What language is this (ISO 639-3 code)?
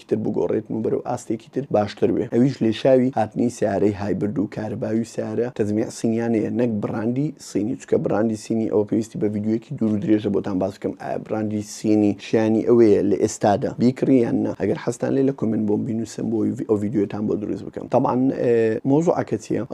ckb